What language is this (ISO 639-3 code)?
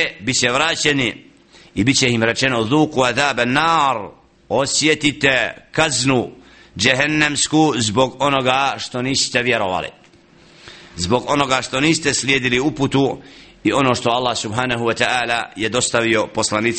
bos